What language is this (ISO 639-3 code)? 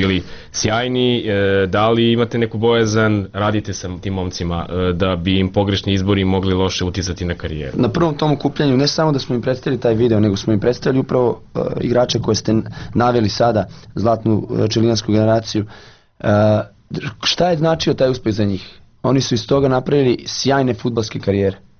srp